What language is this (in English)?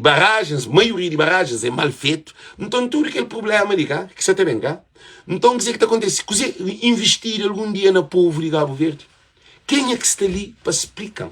Kabuverdianu